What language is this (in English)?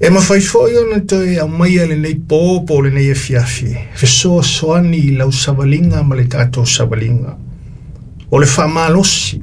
Samoan